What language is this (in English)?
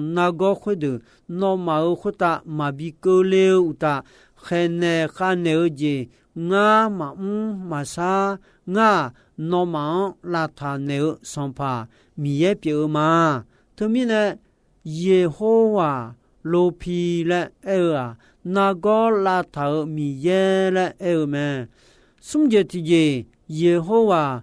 Akha